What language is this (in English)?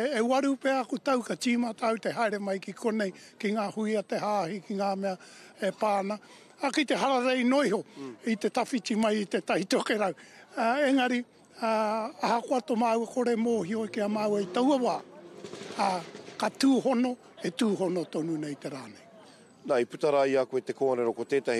Māori